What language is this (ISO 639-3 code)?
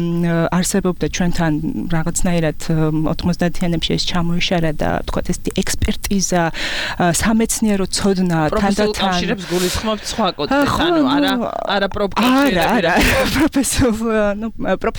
kat